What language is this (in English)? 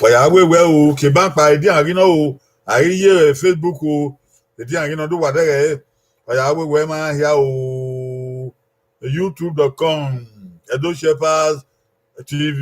Bini